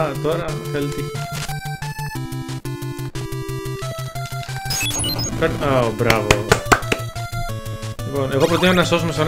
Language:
Greek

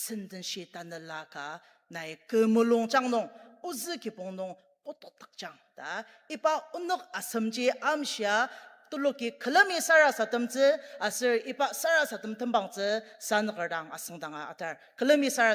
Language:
Ao Naga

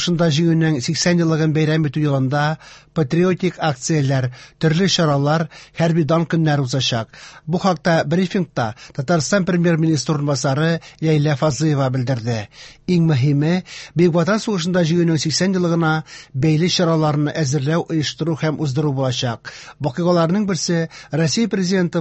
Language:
Tatar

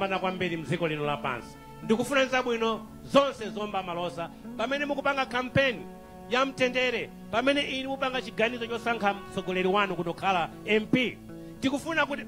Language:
Nyanja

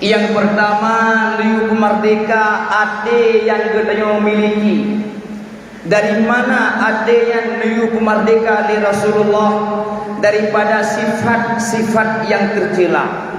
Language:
Achinese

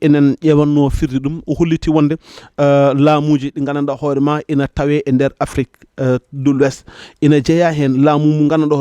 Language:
Fula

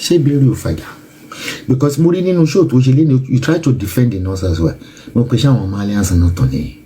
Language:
Yoruba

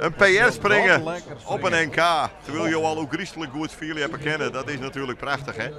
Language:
Western Frisian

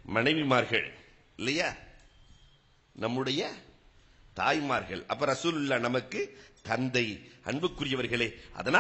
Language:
Tamil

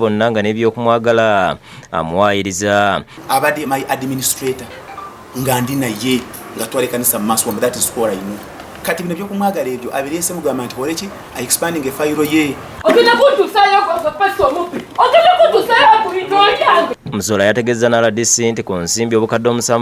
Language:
Ganda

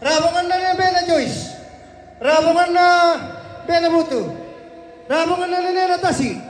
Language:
Toraja-Sa'dan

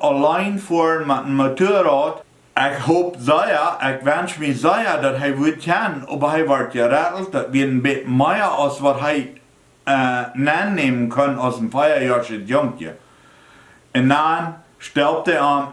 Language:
Plautdietsch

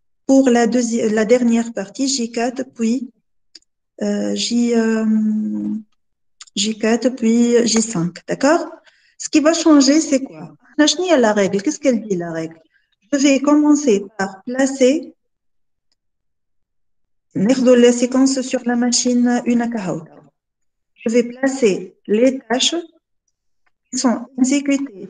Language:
French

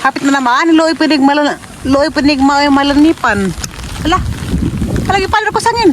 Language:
Cebuano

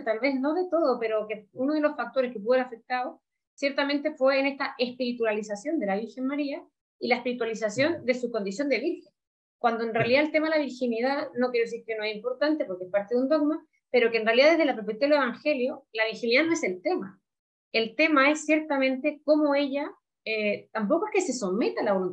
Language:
Spanish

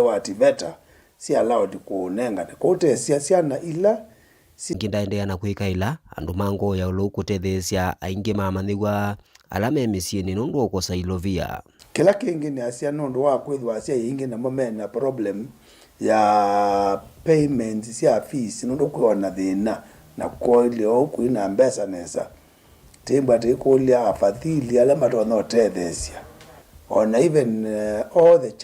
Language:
Kamba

